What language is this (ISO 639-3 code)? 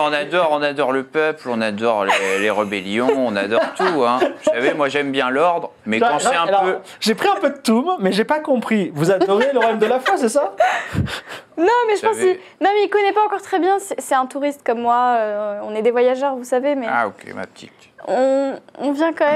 fra